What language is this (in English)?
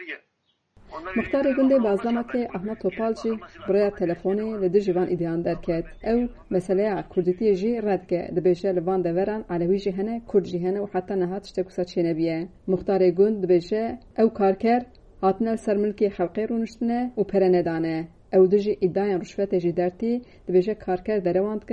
Kurdish